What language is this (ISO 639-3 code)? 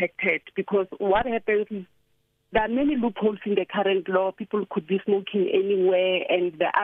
eng